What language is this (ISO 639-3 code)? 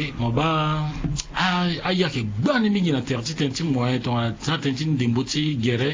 sag